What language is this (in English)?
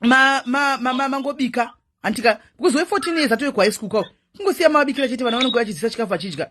Shona